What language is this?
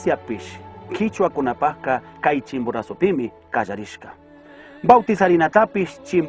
Chimborazo Highland Quichua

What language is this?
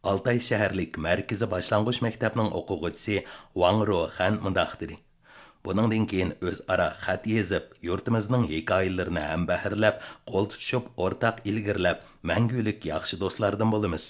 Uyghur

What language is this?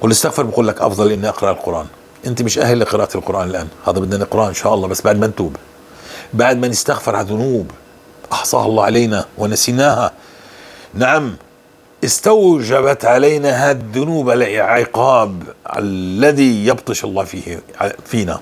North Levantine Arabic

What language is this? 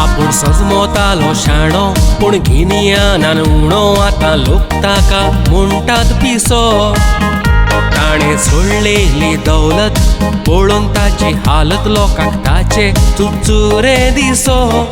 Konkani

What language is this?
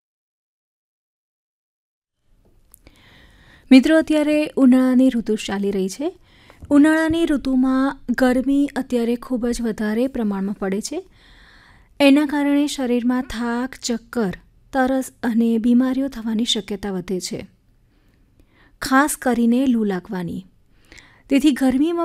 Gujarati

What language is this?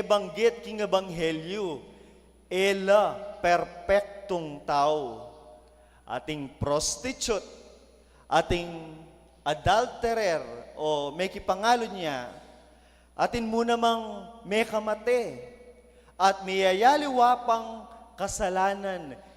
Pampanga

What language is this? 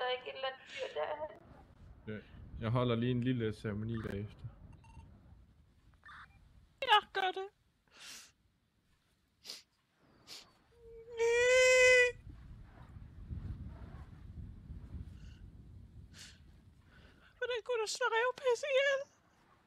Danish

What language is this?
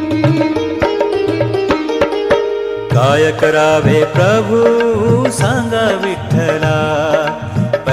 Marathi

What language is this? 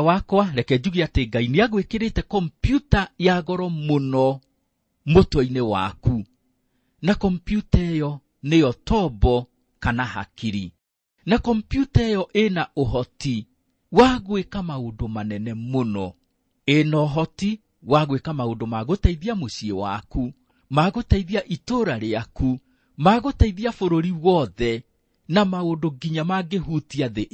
Kikuyu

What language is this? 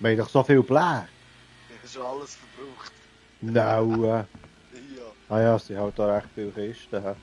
Swiss German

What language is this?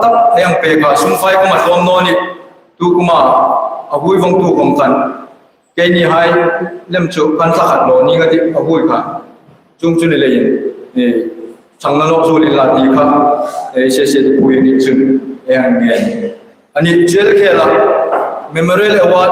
Hmar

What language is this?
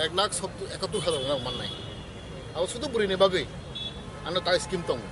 Kok Borok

